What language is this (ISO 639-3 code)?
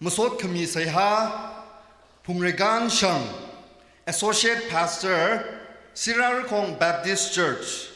nmf